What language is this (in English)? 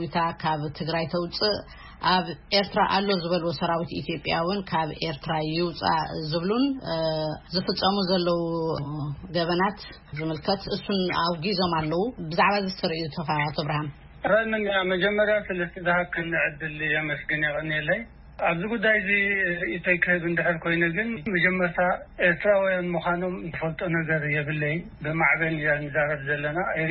Tigrinya